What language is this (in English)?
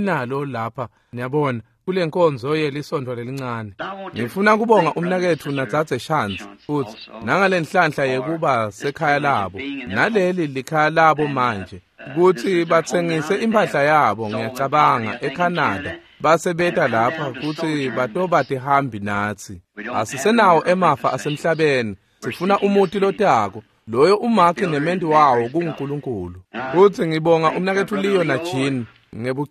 Swati